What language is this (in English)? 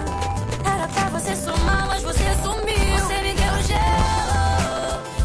Portuguese